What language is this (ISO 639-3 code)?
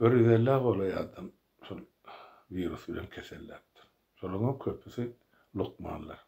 tuk